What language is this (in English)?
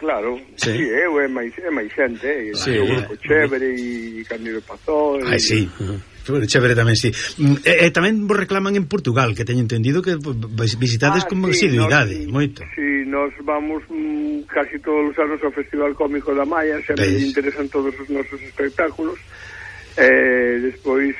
Galician